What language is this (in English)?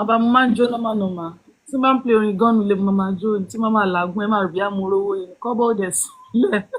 Yoruba